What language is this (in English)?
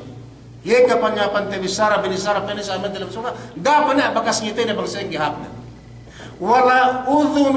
Yakan